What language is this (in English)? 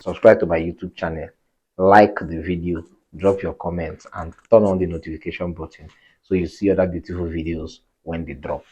Nigerian Pidgin